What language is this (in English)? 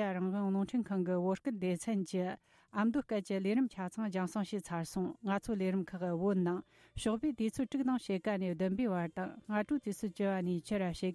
Tibetan